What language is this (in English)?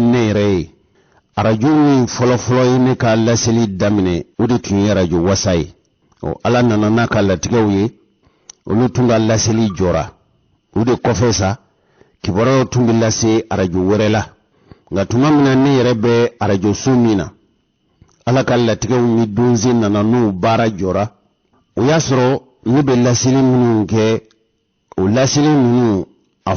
Bambara